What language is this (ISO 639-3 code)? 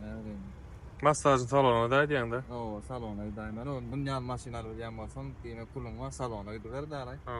tuk